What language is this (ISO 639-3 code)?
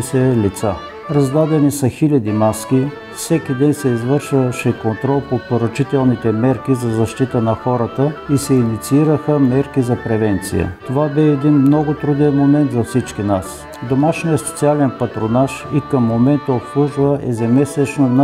bul